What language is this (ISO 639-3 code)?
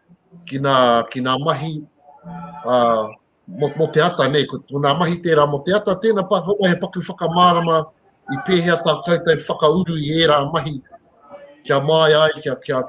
mri